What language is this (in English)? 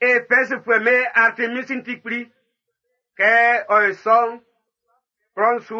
Baoulé